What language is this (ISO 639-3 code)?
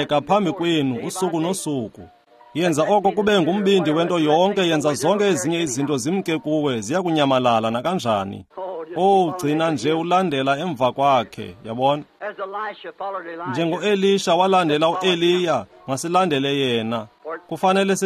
xho